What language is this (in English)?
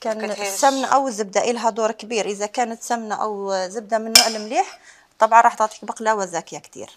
Algerian Arabic